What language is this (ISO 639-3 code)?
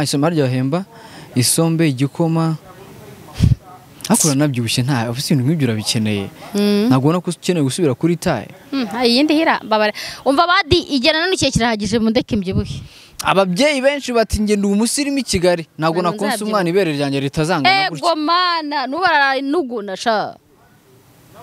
kin